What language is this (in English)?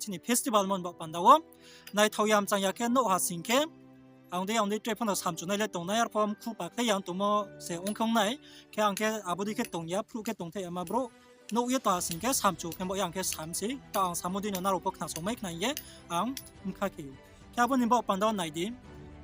Riang (India)